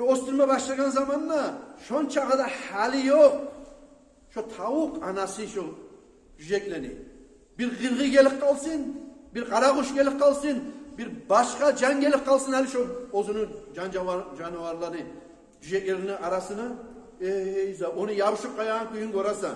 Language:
Kumyk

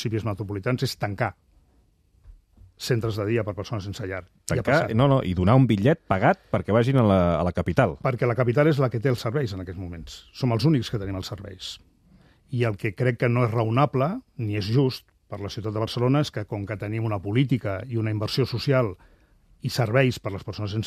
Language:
Catalan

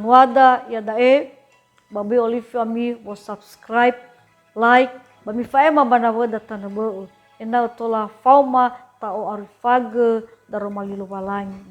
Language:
Nias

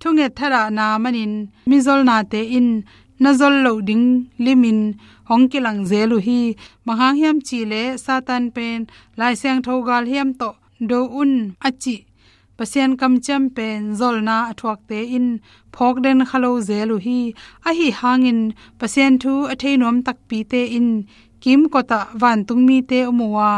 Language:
Tedim Chin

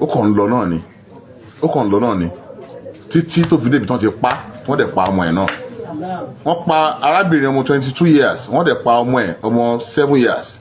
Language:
Yoruba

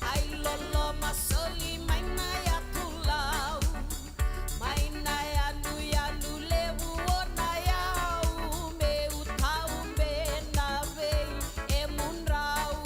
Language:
Fijian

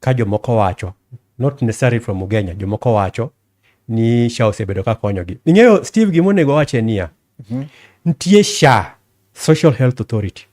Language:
Luo (Kenya and Tanzania)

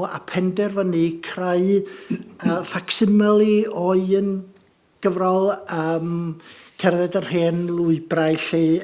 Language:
Welsh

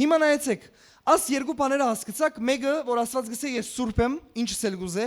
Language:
Western Armenian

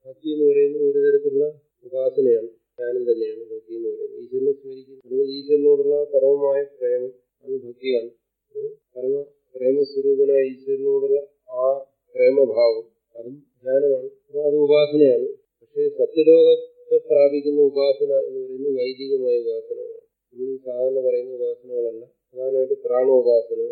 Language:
Malayalam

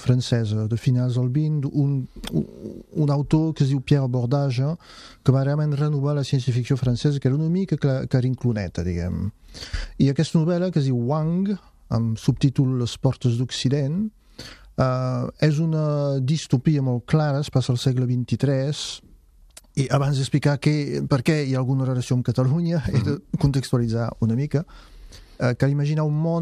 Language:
Catalan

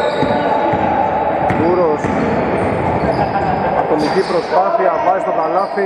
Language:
Greek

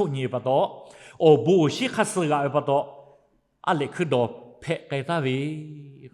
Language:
Lahu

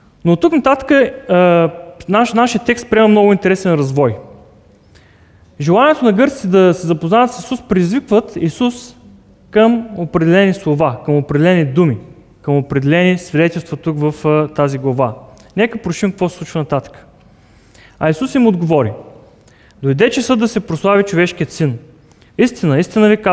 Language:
Bulgarian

